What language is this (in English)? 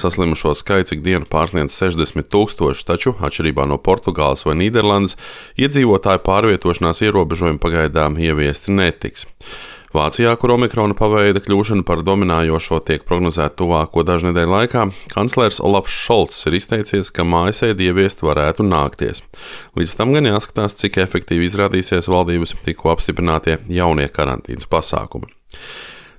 Latvian